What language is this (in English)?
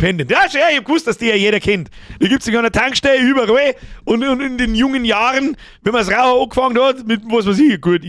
Bavarian